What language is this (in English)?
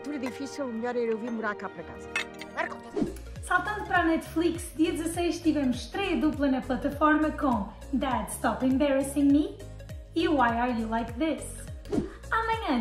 Portuguese